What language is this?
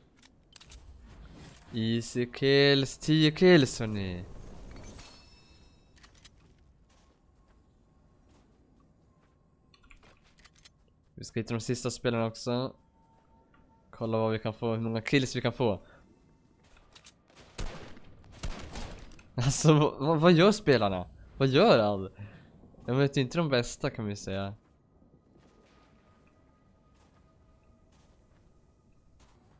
Swedish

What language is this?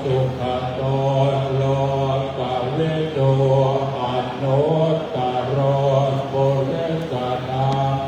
Pali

